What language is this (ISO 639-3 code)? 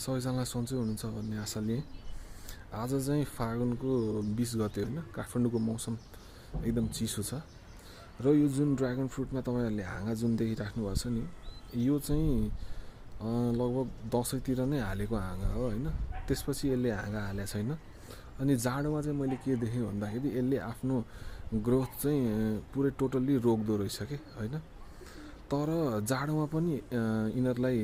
nep